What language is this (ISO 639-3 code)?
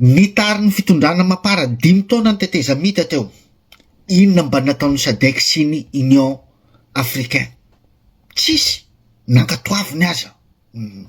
mlg